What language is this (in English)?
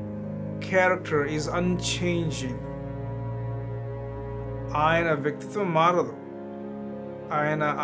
Telugu